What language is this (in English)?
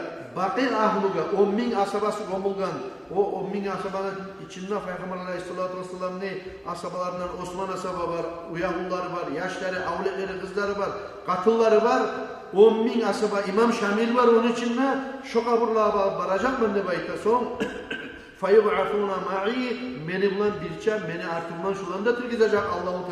Kumyk